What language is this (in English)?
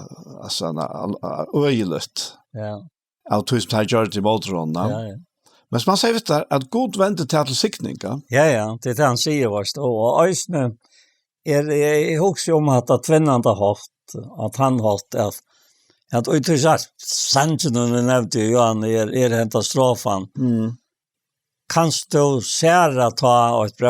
Faroese